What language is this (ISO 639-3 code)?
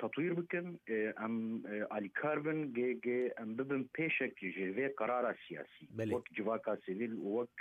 kur